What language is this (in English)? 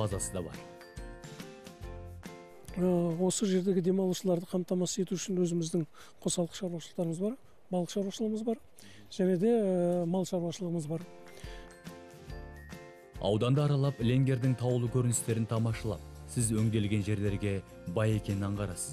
Kazakh